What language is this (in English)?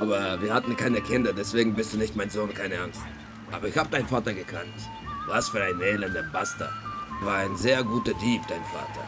Swiss German